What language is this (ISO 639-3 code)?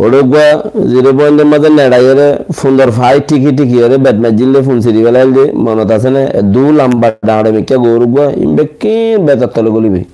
rhg